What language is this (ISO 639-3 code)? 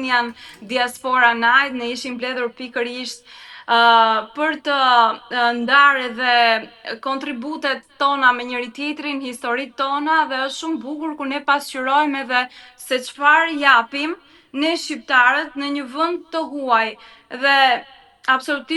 sqi